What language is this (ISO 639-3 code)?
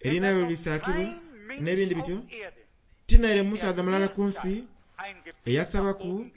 xog